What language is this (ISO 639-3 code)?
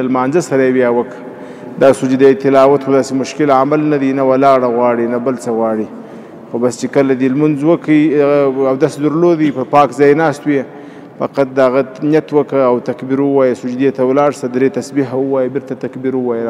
pus